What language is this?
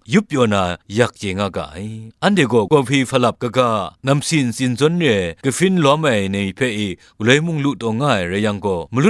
Kachin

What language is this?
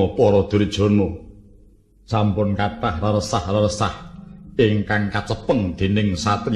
Javanese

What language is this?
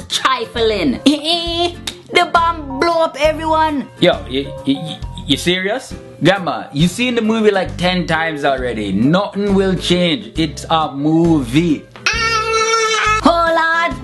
Jamaican Creole English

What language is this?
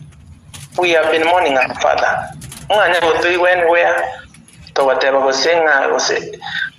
Gusii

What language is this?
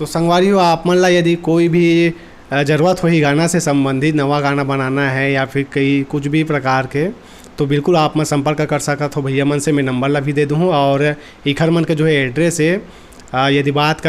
Chhattisgarhi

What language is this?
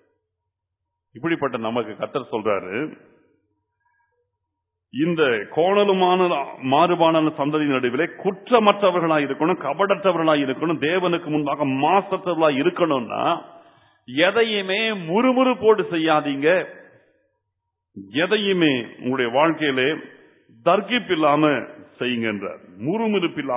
Tamil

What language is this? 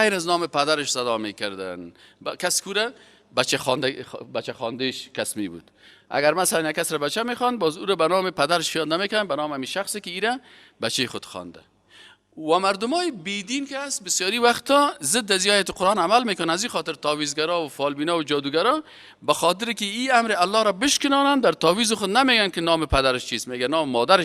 Persian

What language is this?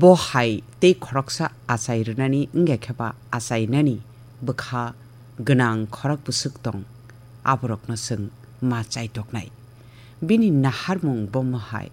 Kok Borok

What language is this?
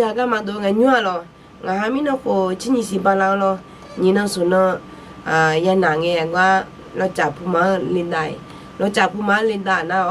Akha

